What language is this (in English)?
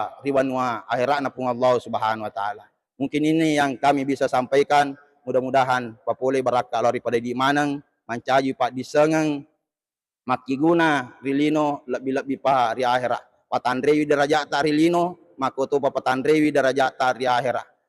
Buginese